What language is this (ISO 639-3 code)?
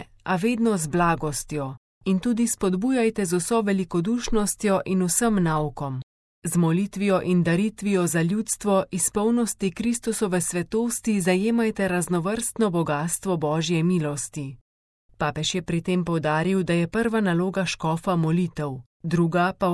slv